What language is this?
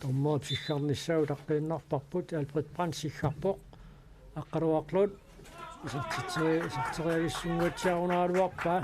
Kalaallisut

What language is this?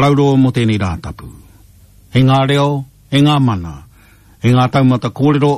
Māori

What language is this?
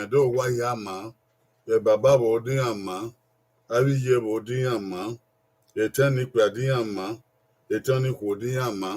Bini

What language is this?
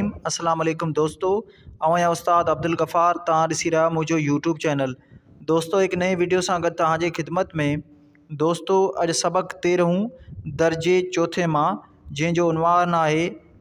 Sindhi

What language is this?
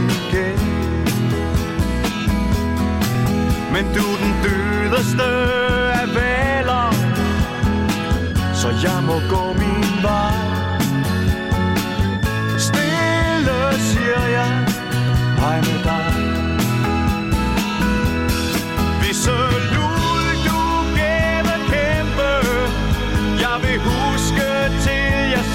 Danish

